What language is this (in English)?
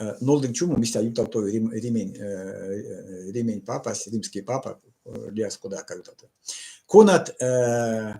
Erzya